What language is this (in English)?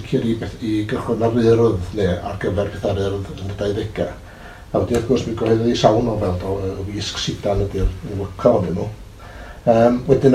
Welsh